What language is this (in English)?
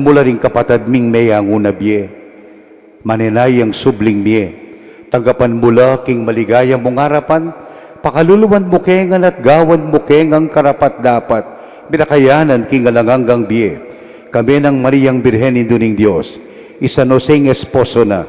Pampanga